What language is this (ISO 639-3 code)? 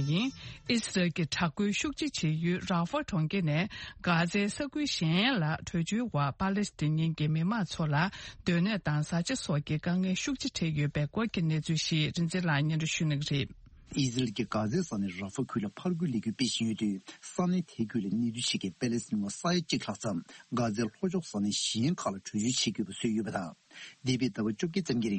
bod